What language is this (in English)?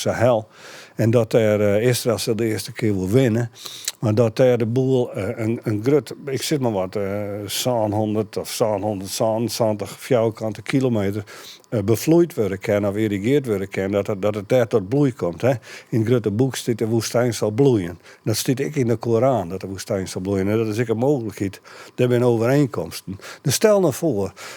Western Frisian